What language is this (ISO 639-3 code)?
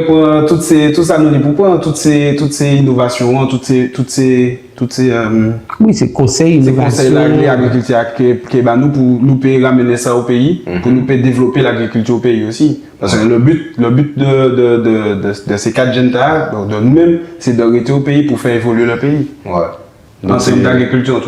gcf